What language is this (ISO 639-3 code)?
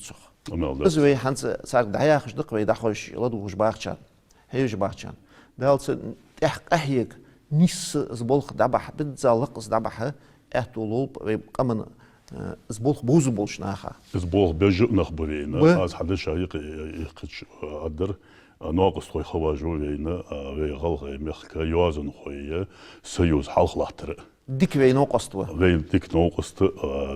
inh